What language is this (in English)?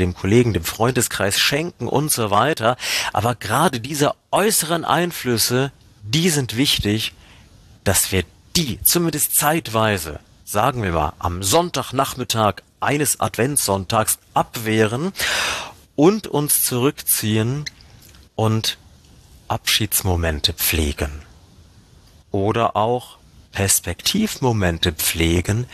German